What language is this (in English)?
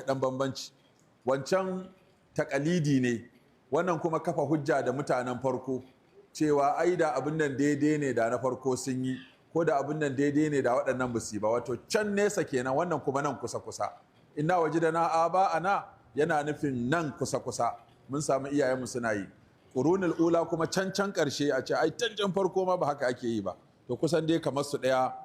Hausa